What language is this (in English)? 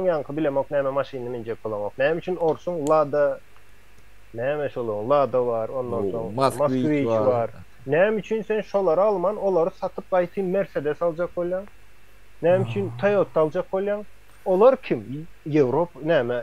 Turkmen